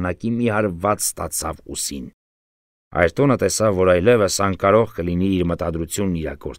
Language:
Armenian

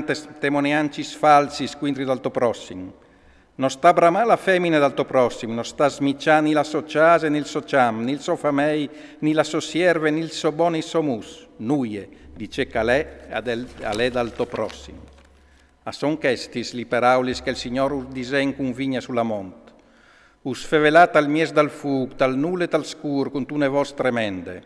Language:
Friulian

